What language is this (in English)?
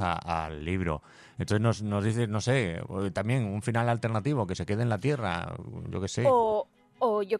Spanish